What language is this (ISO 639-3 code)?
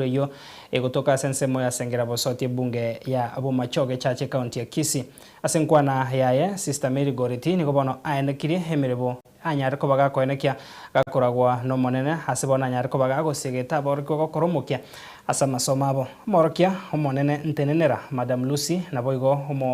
guz